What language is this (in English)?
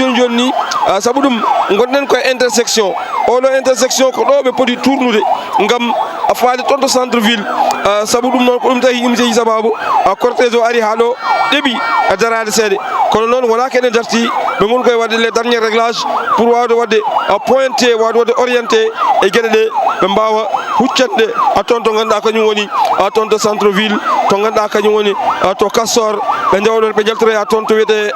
Fula